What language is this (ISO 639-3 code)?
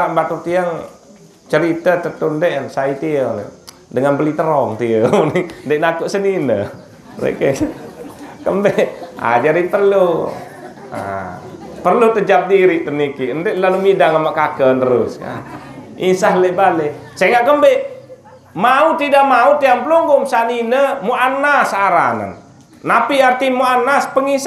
sas